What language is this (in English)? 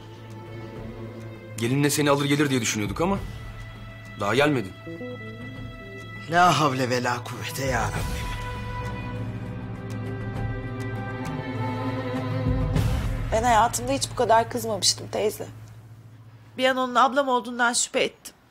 Turkish